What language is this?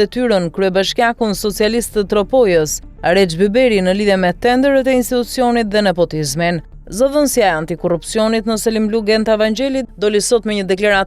Albanian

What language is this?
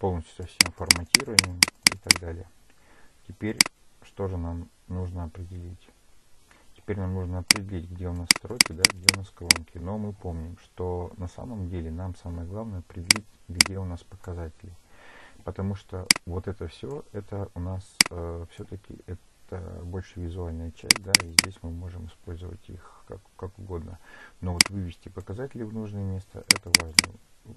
Russian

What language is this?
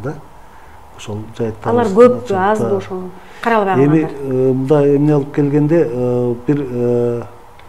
Kyrgyz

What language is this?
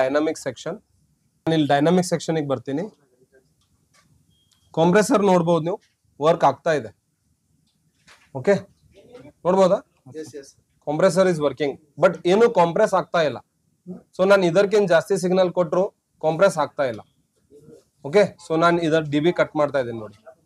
Kannada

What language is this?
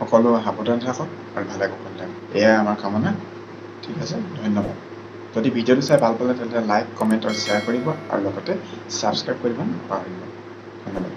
Assamese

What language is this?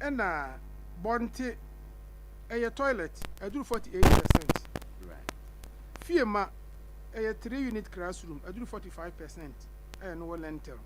Akan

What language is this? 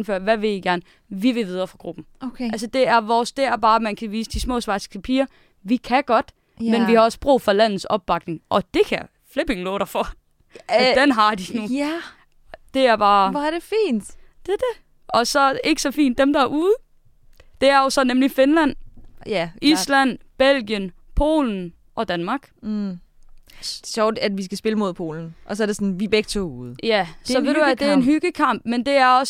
Danish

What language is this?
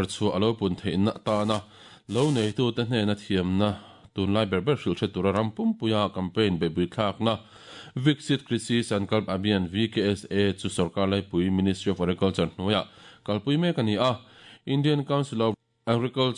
Mizo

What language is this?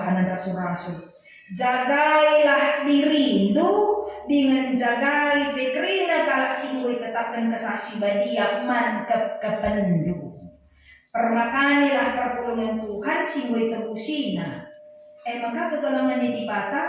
Batak Karo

